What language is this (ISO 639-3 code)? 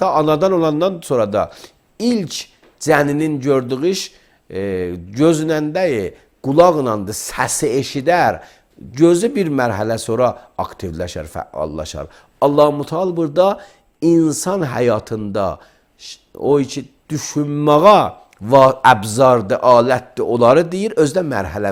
aze